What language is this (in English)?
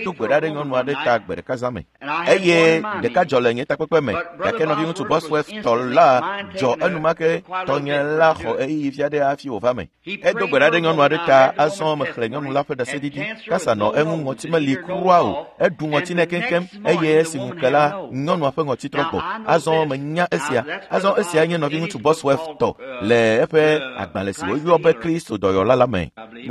Ewe